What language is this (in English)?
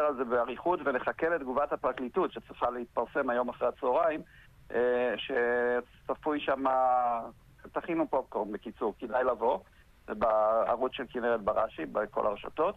Hebrew